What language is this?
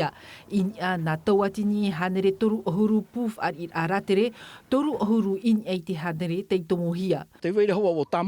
Tahitian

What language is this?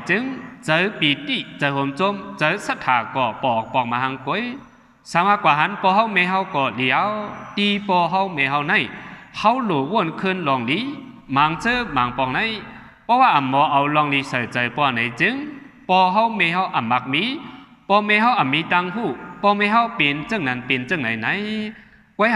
Shan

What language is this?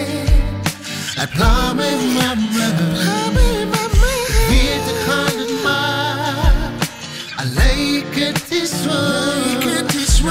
Afrikaans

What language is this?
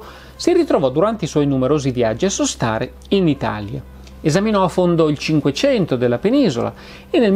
Italian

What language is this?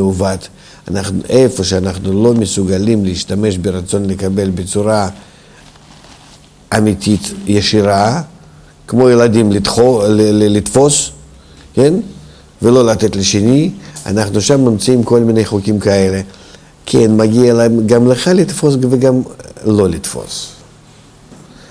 Hebrew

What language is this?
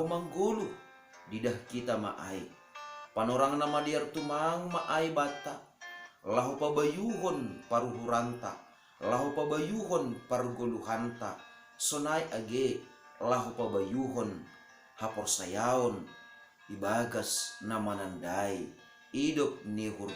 Batak Simalungun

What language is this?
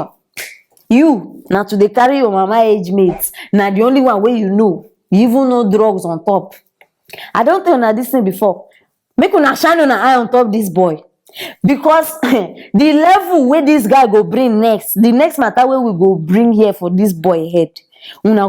Nigerian Pidgin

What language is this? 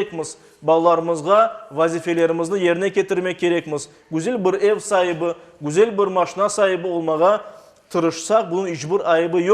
Crimean Tatar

